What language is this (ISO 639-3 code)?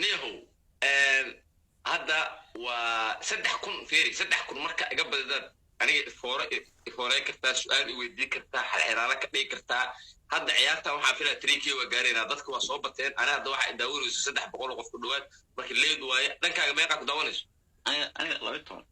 som